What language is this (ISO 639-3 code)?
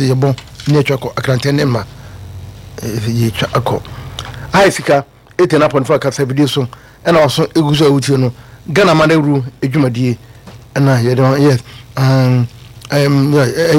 aka